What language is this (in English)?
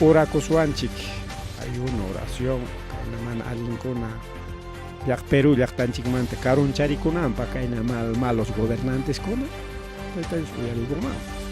Ayacucho Quechua